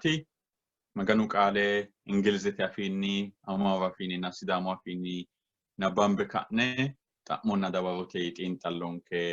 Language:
Sidamo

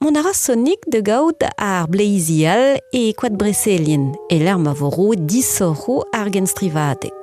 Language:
Breton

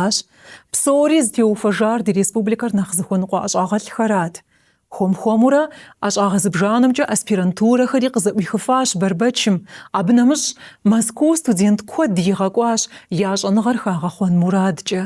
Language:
Kabardian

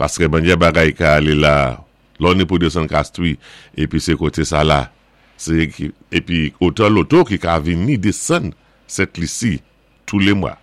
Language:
Saint Lucian Creole French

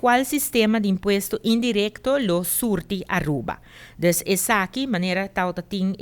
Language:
Papiamento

